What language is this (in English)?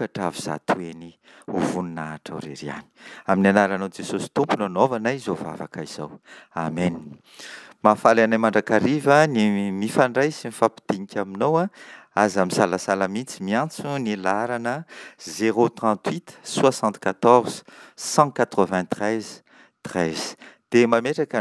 Malagasy